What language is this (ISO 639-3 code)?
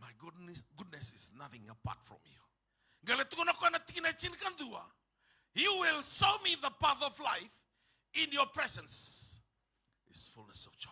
fij